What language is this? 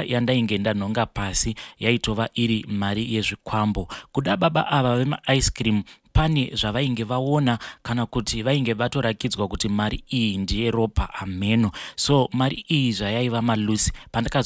Shona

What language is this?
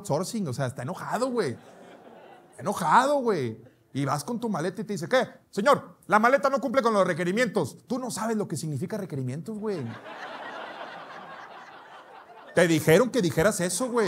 Spanish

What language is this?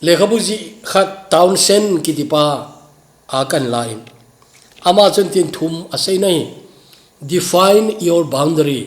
Thado Chin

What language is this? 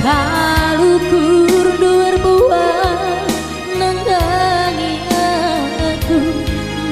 Batak Karo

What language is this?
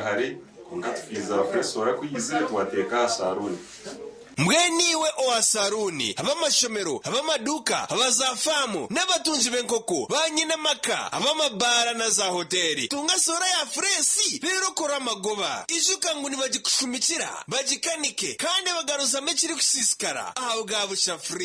Nyankole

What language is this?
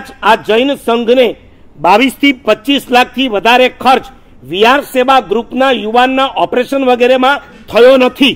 Gujarati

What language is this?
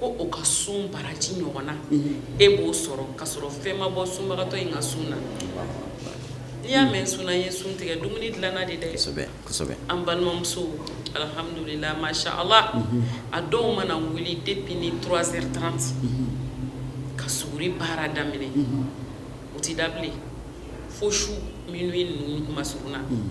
Bambara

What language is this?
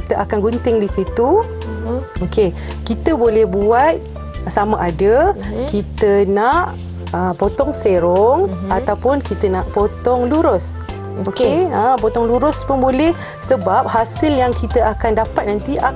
Malay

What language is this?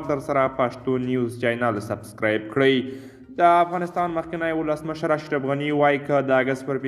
Pashto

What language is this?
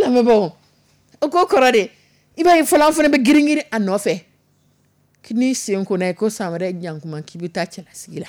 Dyula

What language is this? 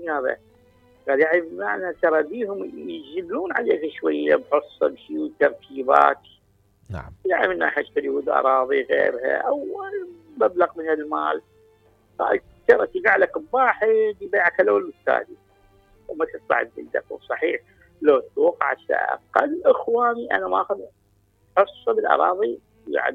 Mesopotamian Arabic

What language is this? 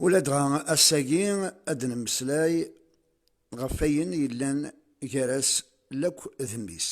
Kabyle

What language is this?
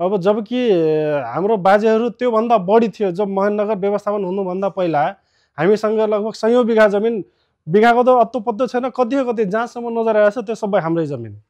Nepali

